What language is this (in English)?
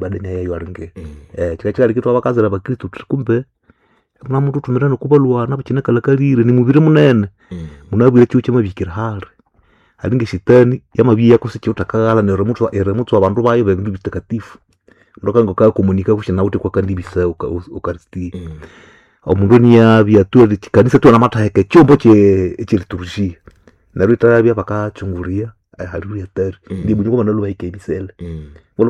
Nande